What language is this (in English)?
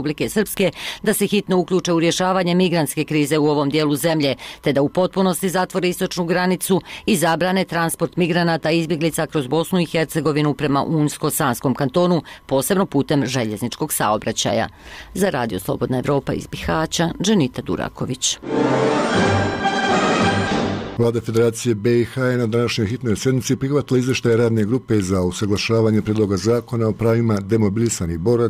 Bosnian